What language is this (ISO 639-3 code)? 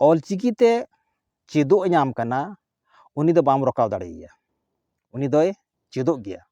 sat